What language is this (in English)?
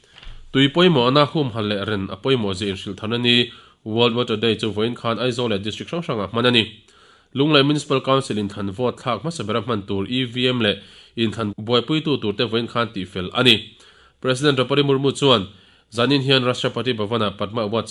Mizo